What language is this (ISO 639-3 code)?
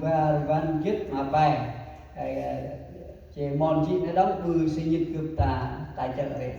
cmo